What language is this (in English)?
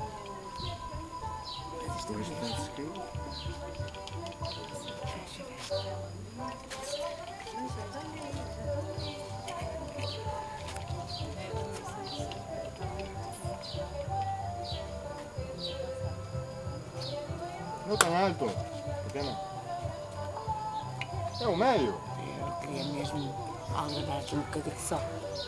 Portuguese